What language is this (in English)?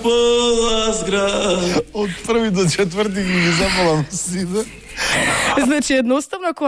Macedonian